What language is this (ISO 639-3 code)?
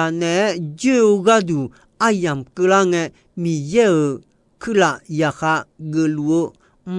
ahk